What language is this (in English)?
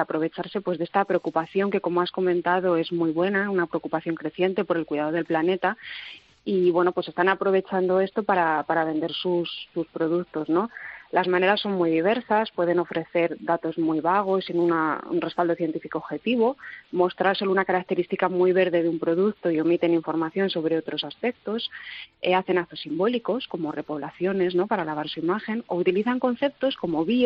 Spanish